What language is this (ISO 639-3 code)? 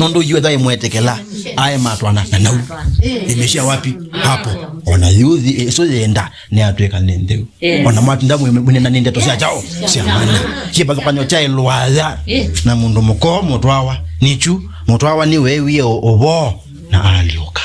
kam